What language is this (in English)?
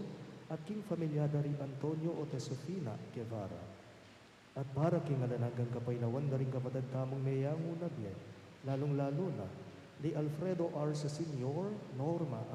Pampanga